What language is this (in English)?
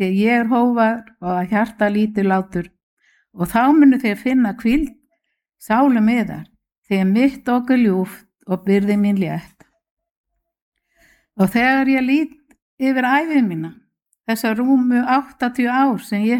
Icelandic